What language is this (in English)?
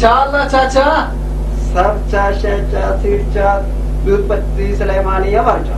Brahui